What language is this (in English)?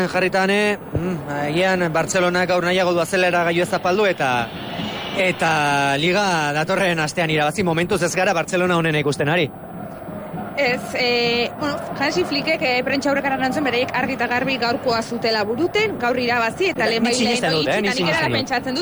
Basque